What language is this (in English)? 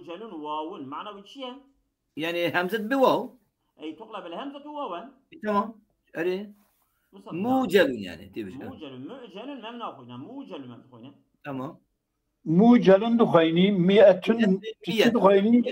Kurdish